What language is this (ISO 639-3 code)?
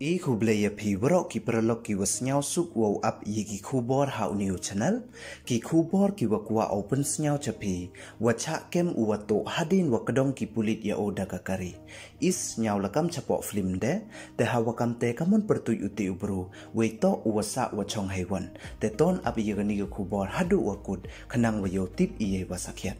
pbv